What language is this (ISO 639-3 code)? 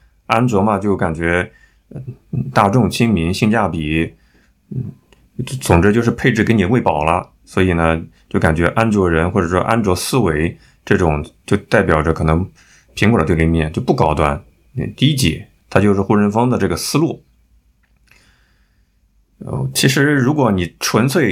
zho